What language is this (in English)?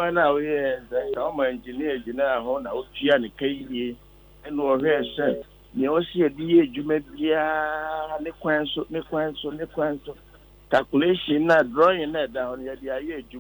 Akan